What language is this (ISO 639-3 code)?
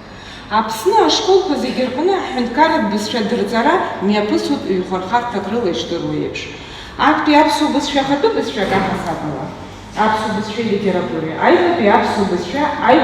abk